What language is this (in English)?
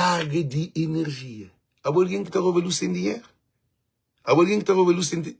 Kabuverdianu